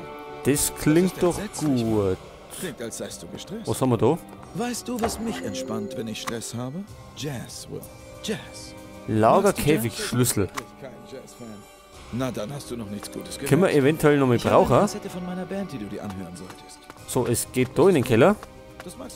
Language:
Bavarian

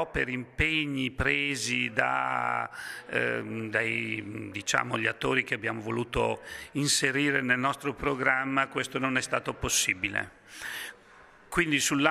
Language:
Italian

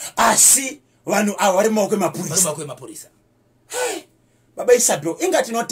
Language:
Shona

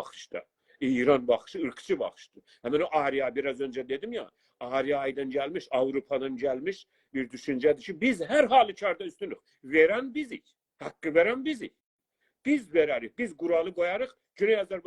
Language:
South Azerbaijani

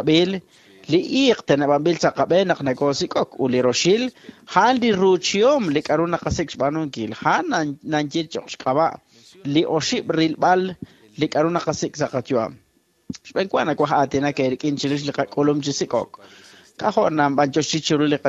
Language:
Kekchí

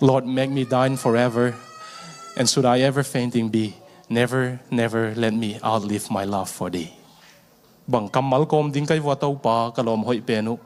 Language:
Tedim Chin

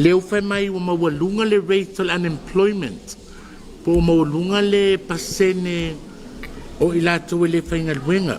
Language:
Samoan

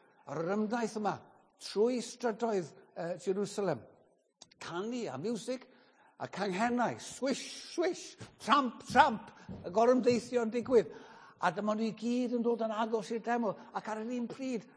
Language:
Welsh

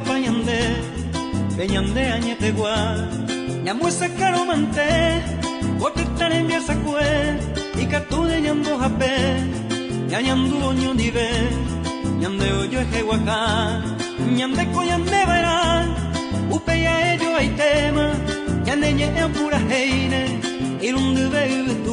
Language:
Guarani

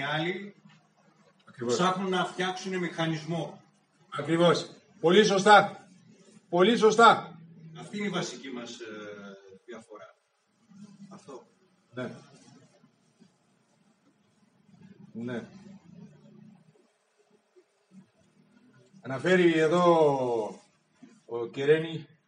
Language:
Greek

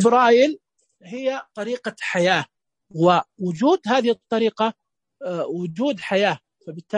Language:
Najdi Arabic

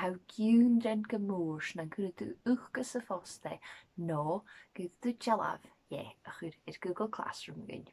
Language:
Scottish Gaelic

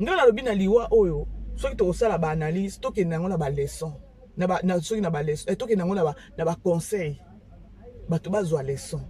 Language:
Lingala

